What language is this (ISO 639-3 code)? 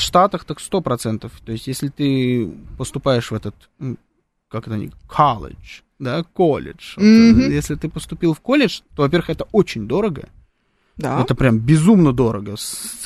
rus